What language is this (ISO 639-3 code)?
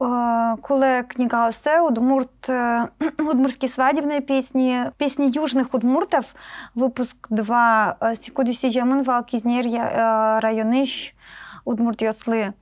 udm